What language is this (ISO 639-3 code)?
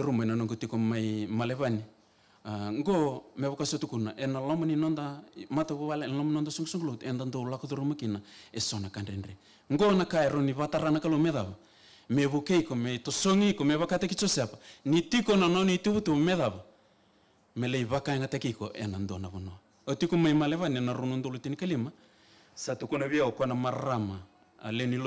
fij